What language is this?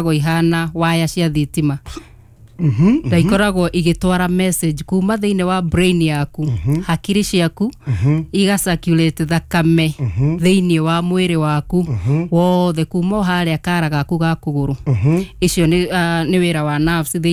Kikuyu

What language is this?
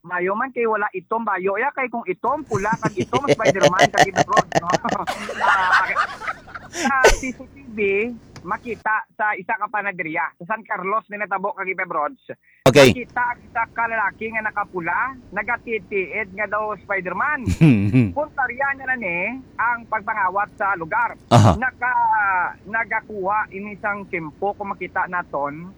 Hiligaynon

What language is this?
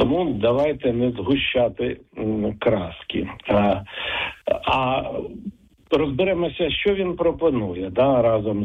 Ukrainian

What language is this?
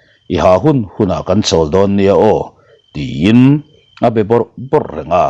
Mizo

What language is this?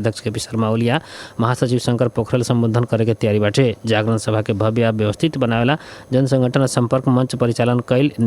Bhojpuri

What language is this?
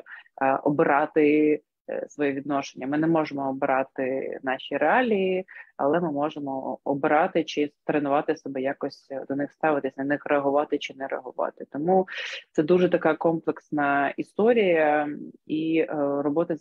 Ukrainian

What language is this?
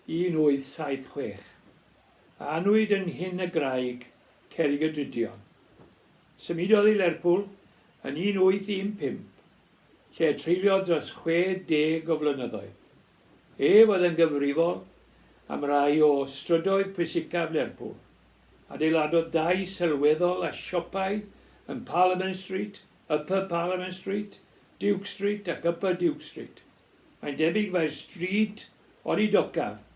Welsh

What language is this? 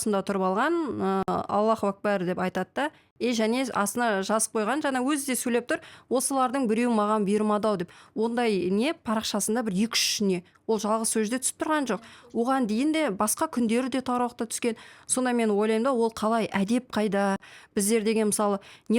Kazakh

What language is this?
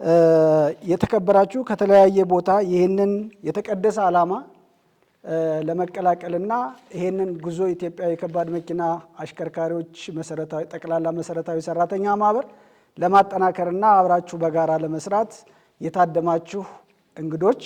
Amharic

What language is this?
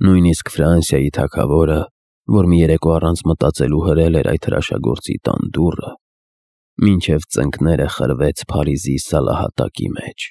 Armenian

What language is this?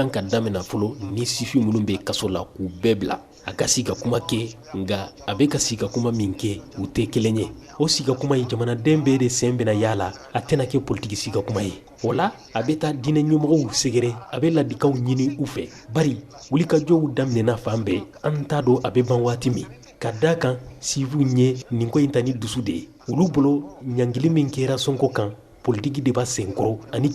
Bambara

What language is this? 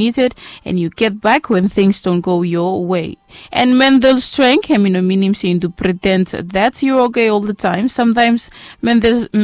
Bislama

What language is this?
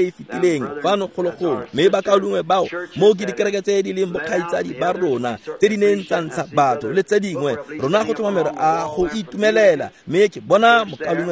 Tswana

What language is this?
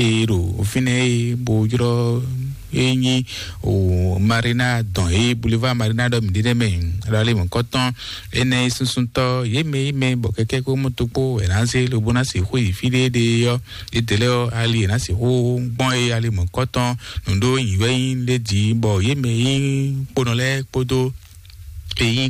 Fon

